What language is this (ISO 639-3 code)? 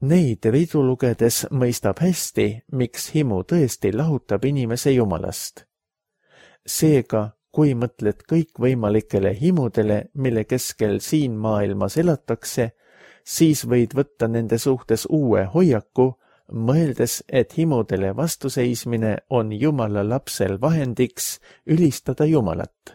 est